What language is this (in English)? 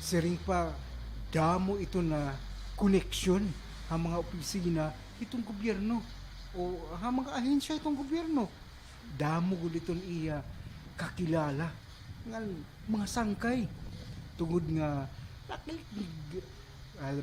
Waray